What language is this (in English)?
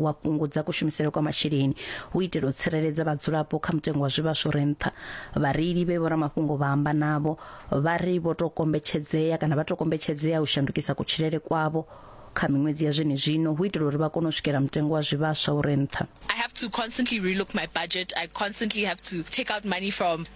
Venda